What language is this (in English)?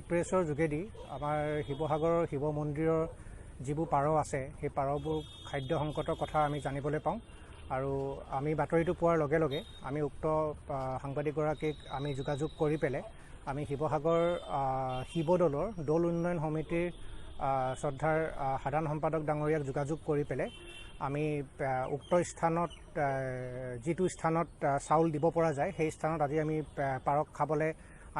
Assamese